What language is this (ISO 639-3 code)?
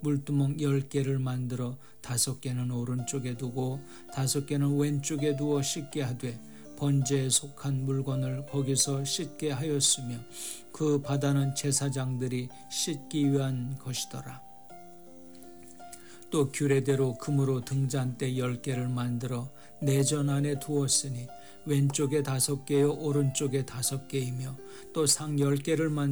kor